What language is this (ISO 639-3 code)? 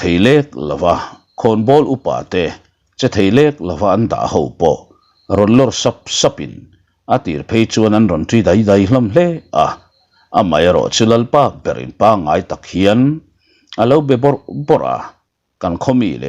lus